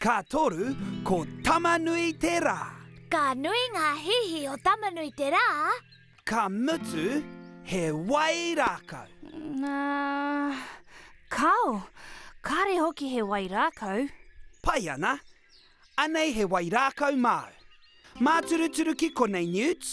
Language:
Māori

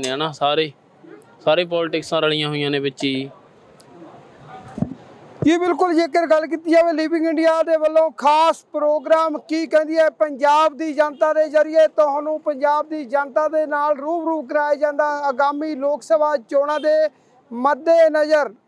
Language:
Punjabi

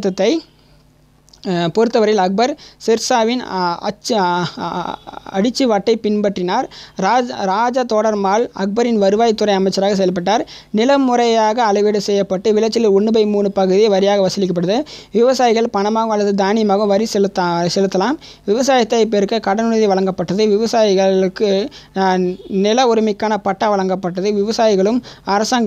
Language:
Tamil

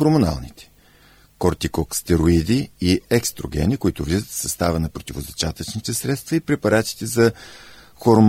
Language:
Bulgarian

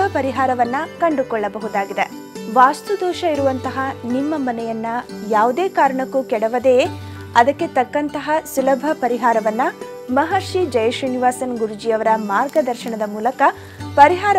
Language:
Kannada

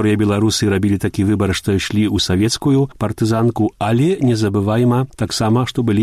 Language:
Belarusian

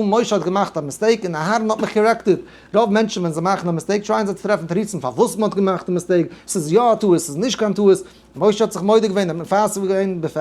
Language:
Yiddish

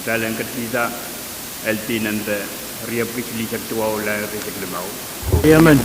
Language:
Pohnpeian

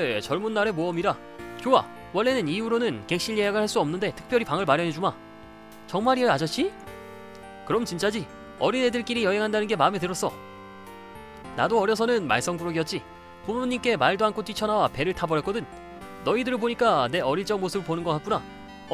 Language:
Korean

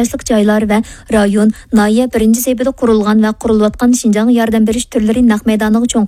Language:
Uyghur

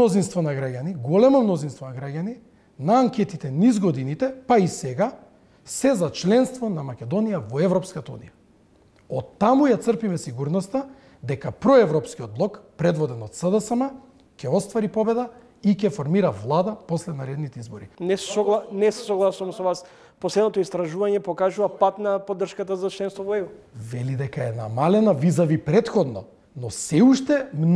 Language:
Macedonian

